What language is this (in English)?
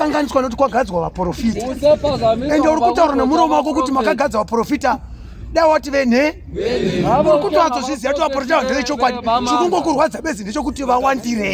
Shona